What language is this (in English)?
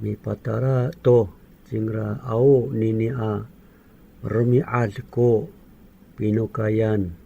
Amis